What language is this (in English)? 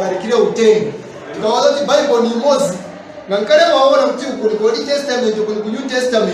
Nyanja